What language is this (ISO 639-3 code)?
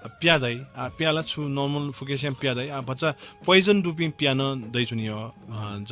new